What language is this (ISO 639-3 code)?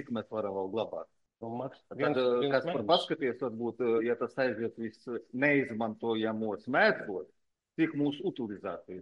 lav